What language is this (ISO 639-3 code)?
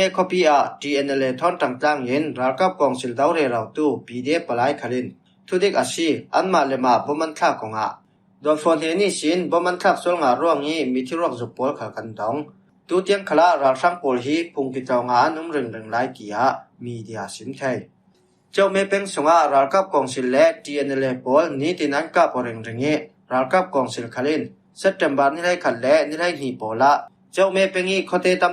cfm